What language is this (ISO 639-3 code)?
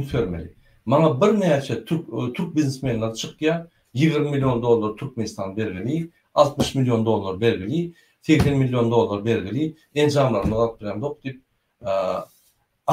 tuk